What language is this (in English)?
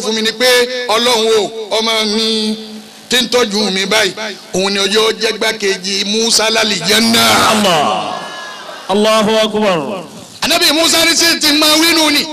Yoruba